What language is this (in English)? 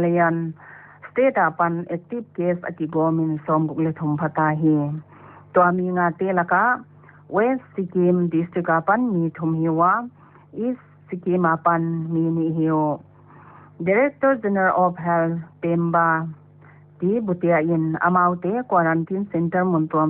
Paite Chin